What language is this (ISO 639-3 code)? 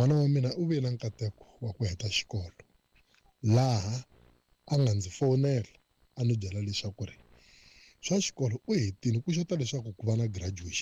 tso